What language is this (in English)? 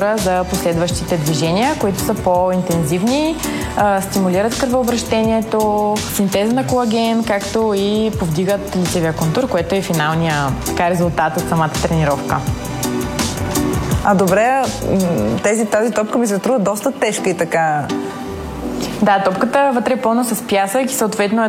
Bulgarian